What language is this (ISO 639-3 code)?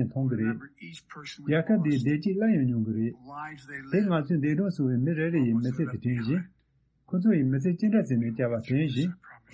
bod